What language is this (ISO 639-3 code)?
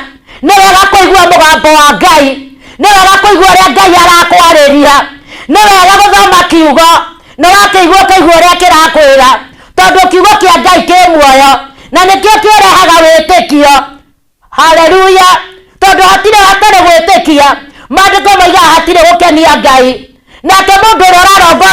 kik